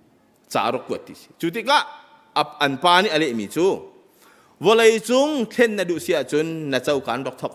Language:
Hakha Chin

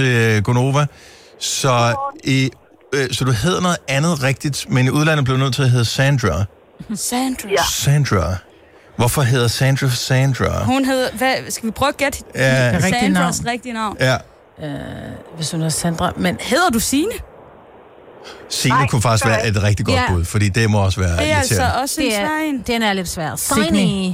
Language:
Danish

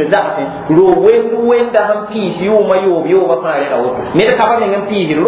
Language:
Mossi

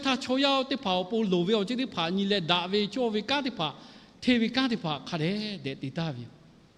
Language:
Lahu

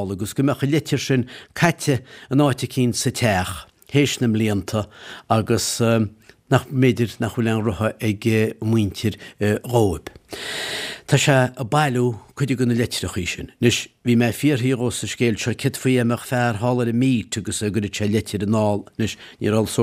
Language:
Irish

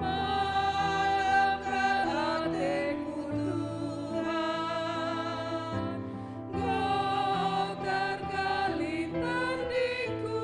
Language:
Batak Karo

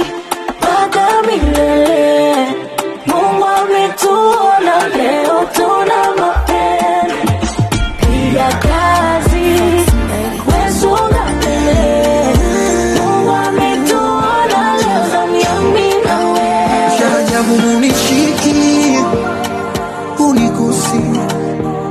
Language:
Swahili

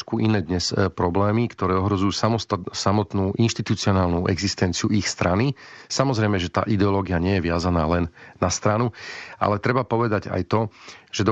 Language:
Slovak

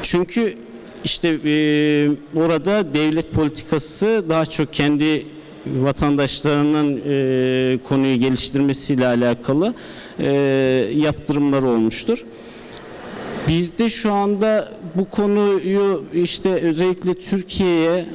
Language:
Turkish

